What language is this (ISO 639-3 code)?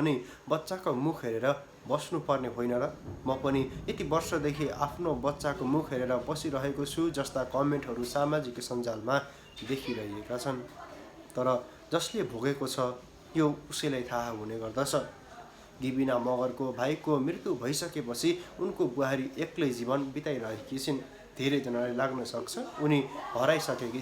nep